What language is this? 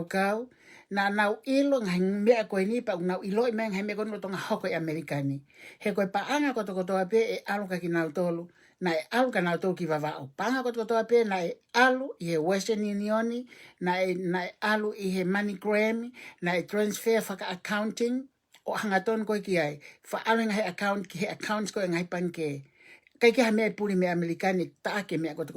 Tongan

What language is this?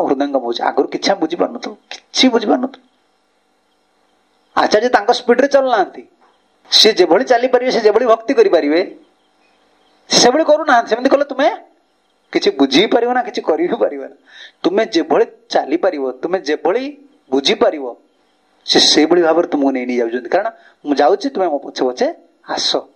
Odia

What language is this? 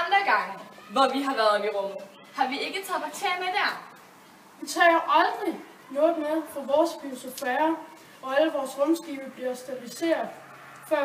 Danish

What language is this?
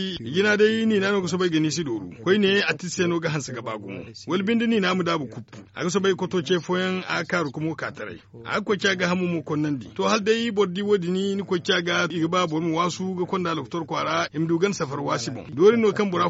Zarma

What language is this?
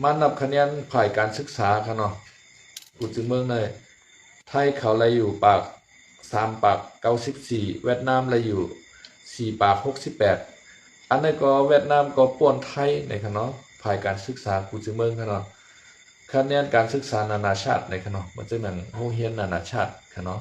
Shan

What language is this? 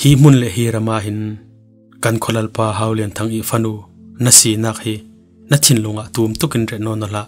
Falam Chin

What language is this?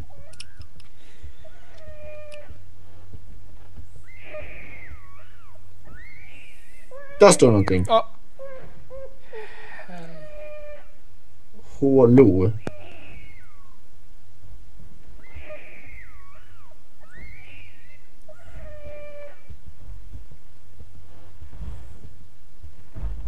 Swedish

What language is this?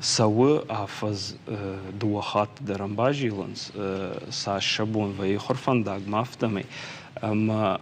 Ossetic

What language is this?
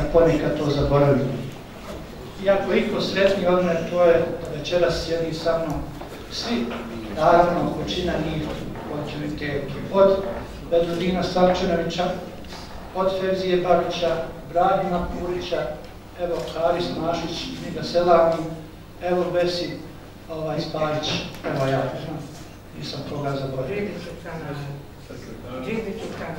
Bosnian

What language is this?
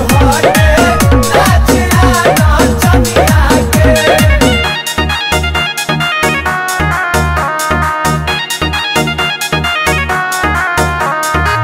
Bhojpuri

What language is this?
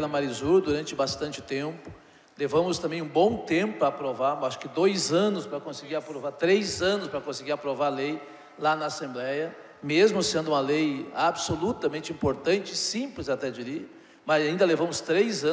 Portuguese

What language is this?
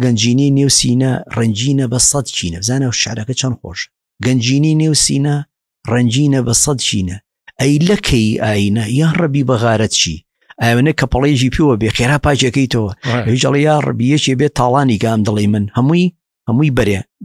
Central Kurdish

